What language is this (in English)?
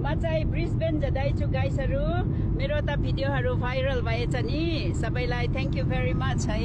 Nepali